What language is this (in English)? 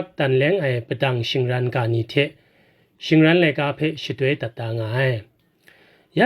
Kachin